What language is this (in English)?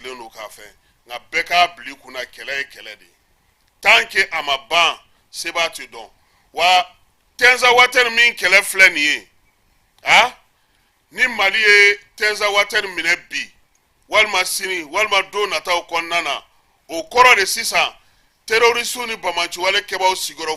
Bambara